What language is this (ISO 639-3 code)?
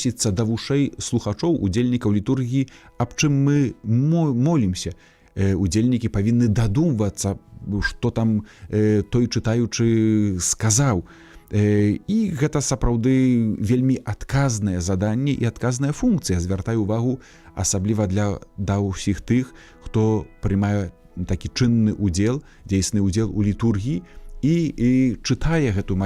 bel